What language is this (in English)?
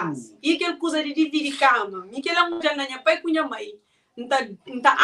Kabuverdianu